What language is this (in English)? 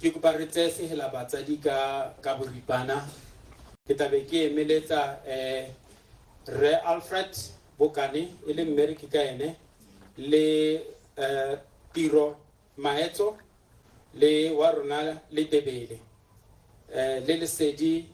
Tswana